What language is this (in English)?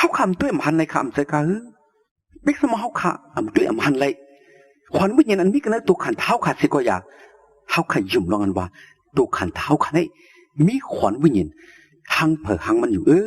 Shan